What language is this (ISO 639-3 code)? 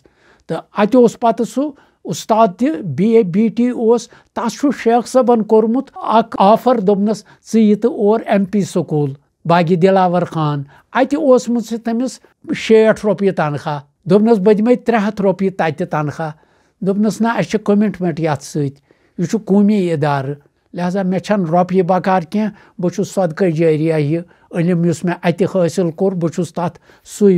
kas